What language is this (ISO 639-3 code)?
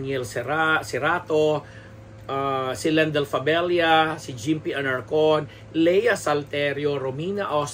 fil